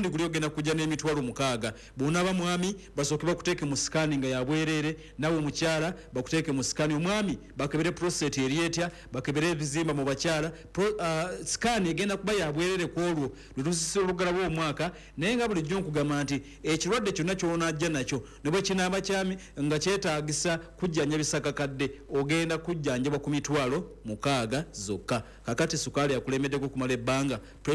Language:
Ganda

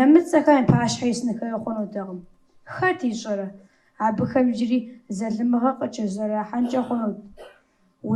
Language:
Kabardian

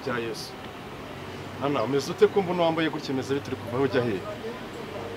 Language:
Kinyarwanda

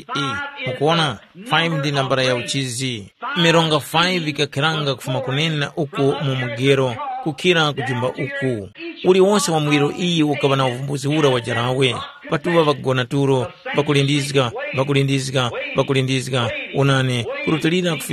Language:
Tumbuka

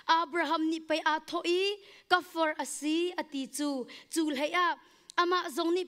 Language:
Hakha Chin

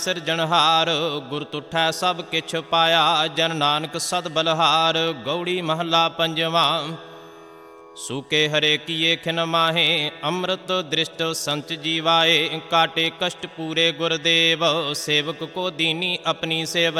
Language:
Punjabi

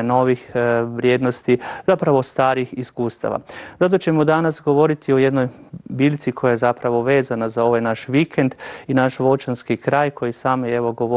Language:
Croatian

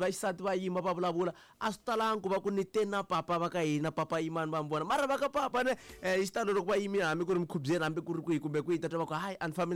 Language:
Tsonga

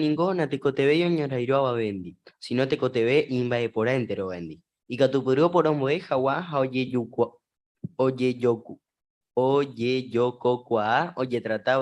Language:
Guarani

